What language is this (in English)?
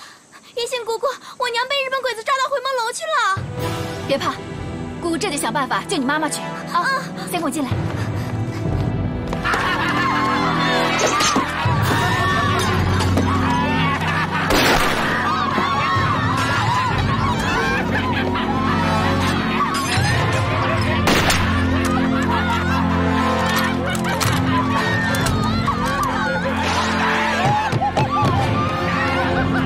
Chinese